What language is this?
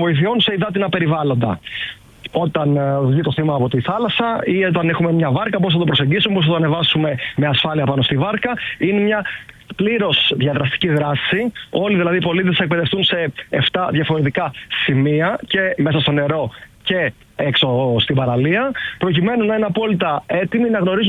Greek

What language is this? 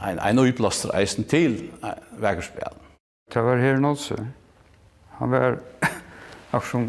Faroese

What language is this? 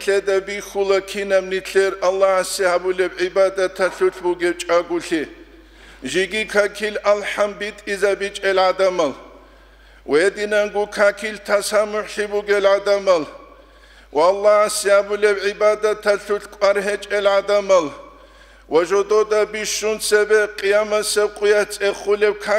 Avaric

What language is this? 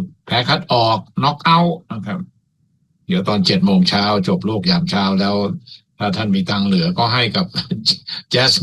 Thai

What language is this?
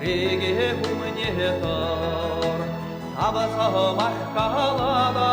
Chuvash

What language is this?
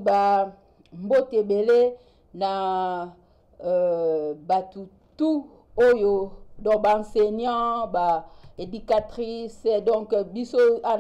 Lingala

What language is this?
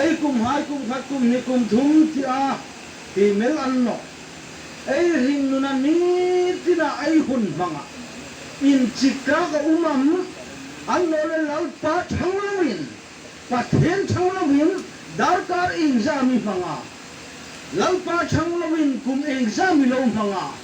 Hmar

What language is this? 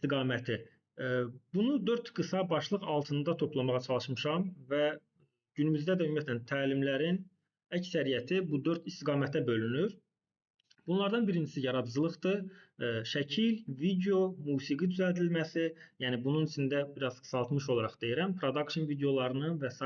Azerbaijani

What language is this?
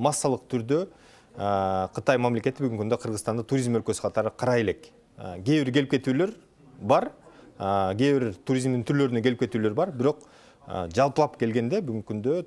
Kyrgyz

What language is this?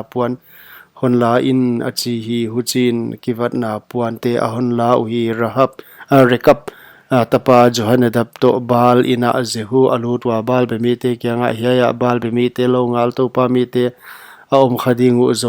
Paite Chin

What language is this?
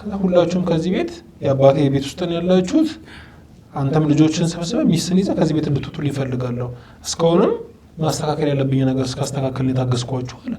Amharic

